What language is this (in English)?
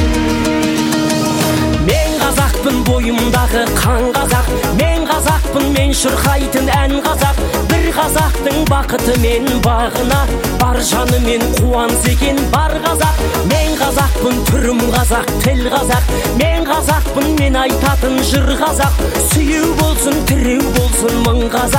Kazakh